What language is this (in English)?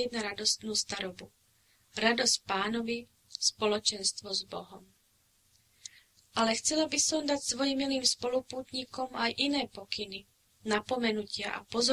Slovak